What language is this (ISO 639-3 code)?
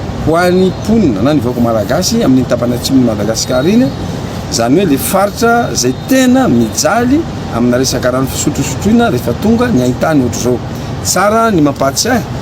mlg